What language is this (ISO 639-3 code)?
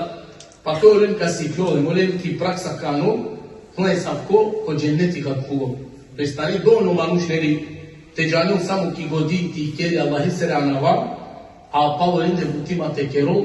rmn